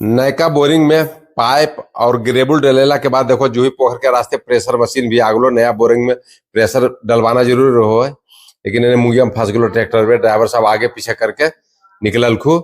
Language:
Magahi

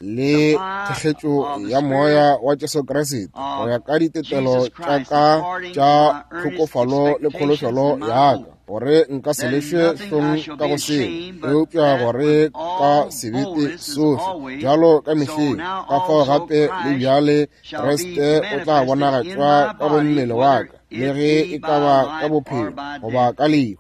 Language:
Northern Sotho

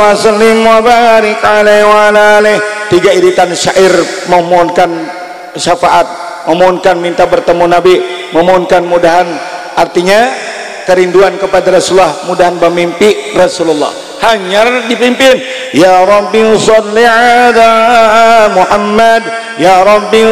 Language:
Banjar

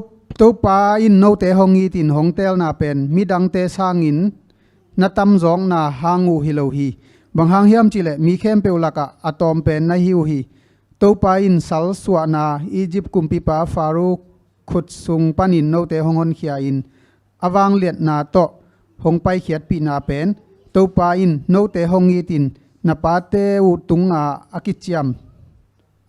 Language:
Tedim Chin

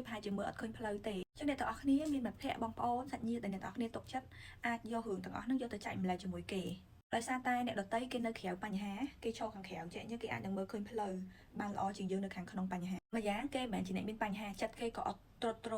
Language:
Khmer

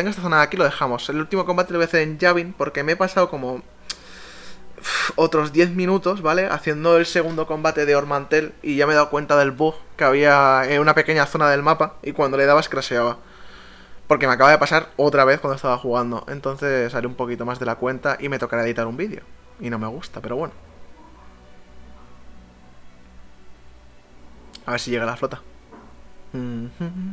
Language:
Spanish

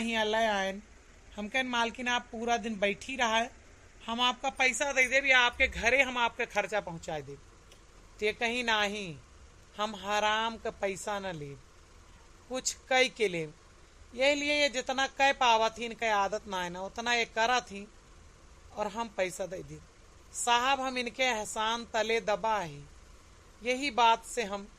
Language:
Awadhi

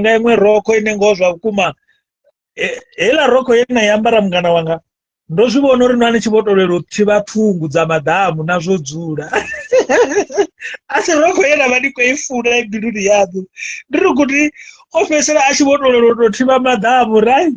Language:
Venda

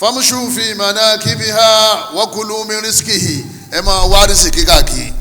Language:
Yoruba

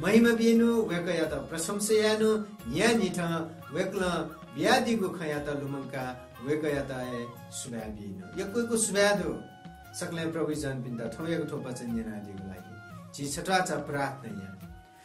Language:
Newari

